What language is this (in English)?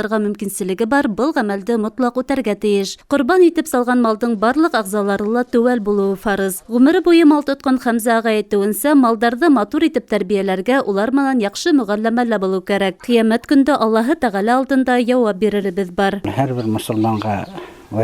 Bashkir